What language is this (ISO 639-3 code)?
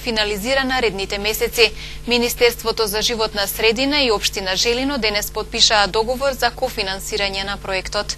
mkd